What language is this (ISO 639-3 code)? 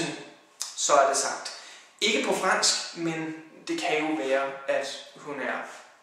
dan